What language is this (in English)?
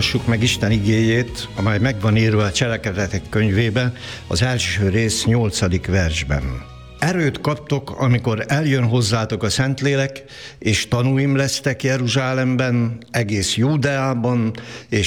Hungarian